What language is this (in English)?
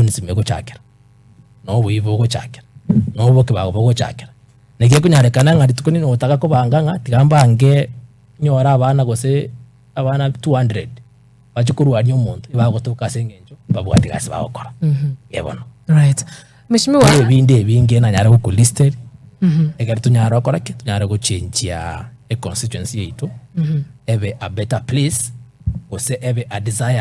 Gusii